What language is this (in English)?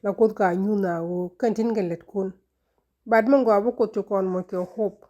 Nuer